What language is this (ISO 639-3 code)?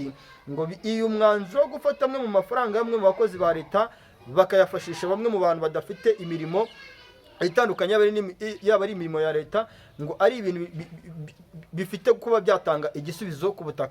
kin